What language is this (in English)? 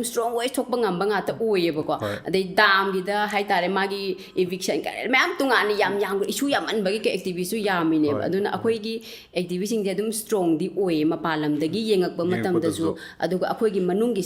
Manipuri